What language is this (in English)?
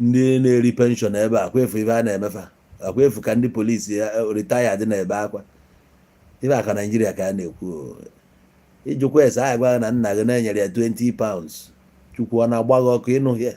Igbo